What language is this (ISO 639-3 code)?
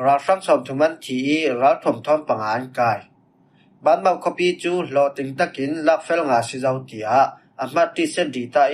cfm